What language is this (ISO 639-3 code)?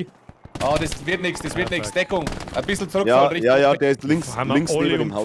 bar